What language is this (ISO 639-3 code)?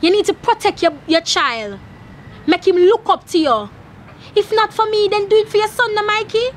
jam